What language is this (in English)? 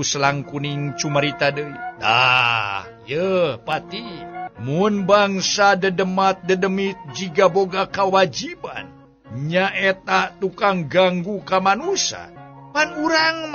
Sundanese